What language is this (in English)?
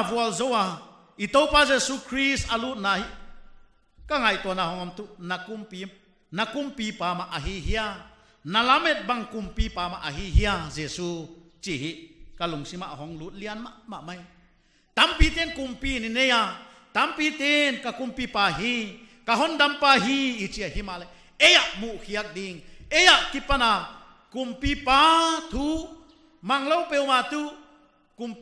Paite Chin